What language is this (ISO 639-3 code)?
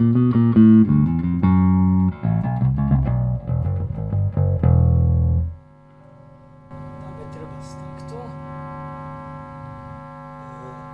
slk